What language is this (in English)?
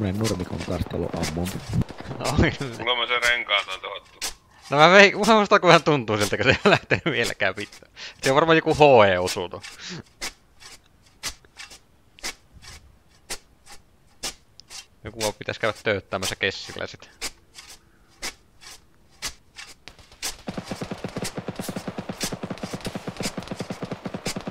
Finnish